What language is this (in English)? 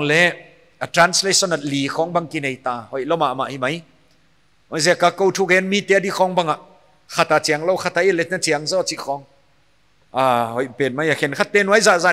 Paite Chin